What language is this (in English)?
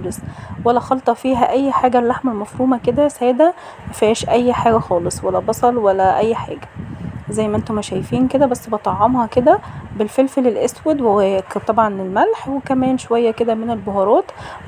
Egyptian Arabic